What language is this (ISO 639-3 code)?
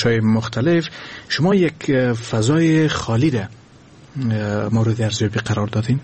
fas